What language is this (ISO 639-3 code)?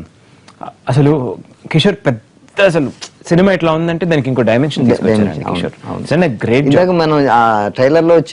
tel